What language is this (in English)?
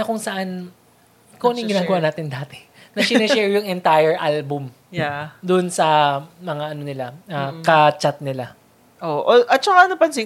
Filipino